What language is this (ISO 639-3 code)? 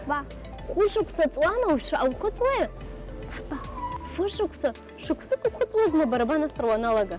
abk